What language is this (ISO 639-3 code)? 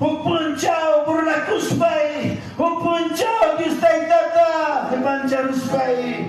quy